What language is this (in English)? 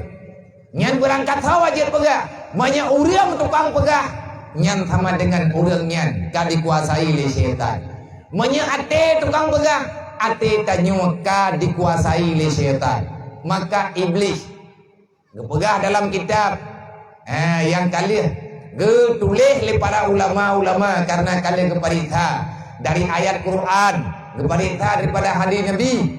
Achinese